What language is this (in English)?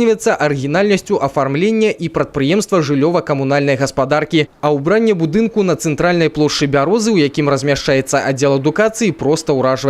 Belarusian